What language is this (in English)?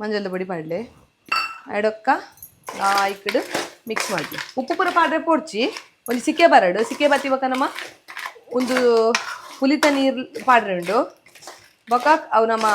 Tulu